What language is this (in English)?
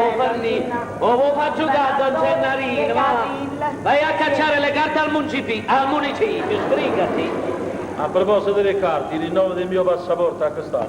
Neapolitan